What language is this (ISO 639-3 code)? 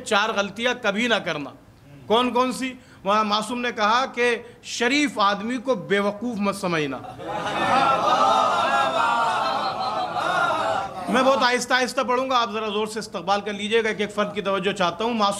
urd